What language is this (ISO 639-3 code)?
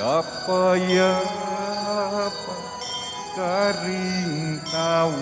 pam